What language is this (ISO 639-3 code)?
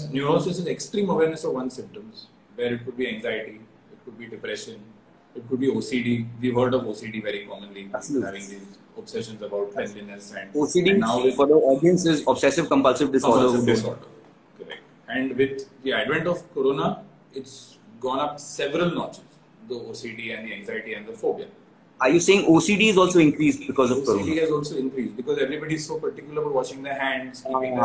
eng